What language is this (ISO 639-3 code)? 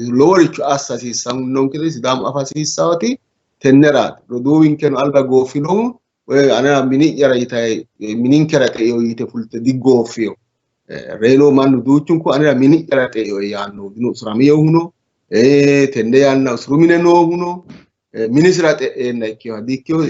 sid